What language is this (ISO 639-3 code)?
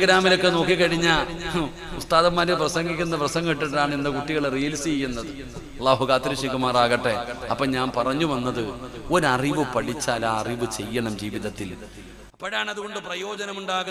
mal